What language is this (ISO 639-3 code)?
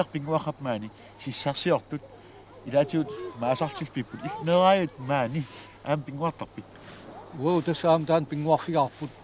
kal